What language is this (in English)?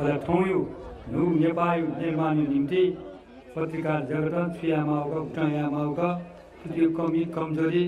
Newari